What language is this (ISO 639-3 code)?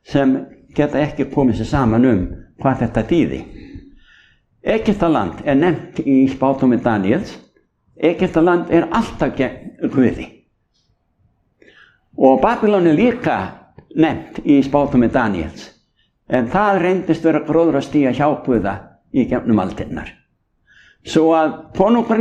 isl